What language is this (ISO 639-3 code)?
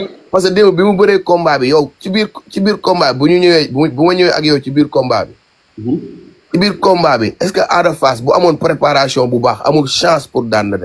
wol